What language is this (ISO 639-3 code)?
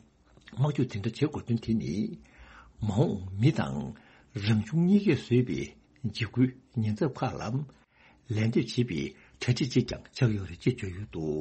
bod